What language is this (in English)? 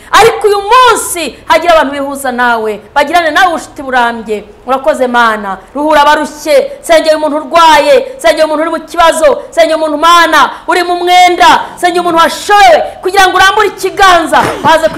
Kinyarwanda